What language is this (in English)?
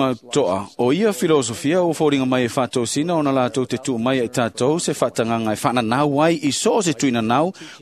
Samoan